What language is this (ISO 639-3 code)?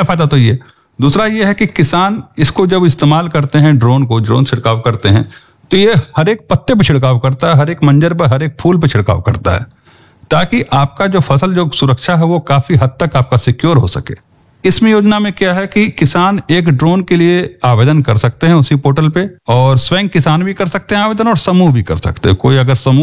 hin